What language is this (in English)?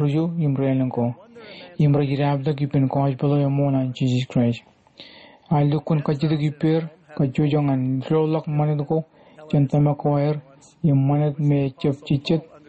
Marshallese